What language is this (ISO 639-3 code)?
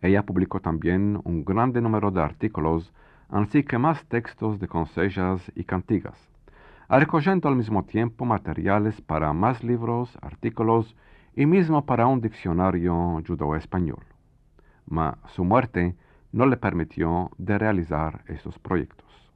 lad